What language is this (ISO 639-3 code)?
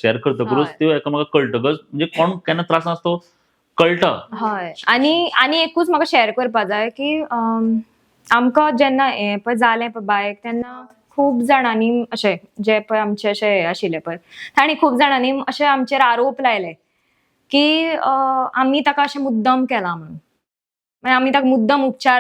kok